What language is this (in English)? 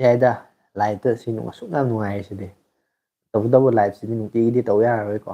Manipuri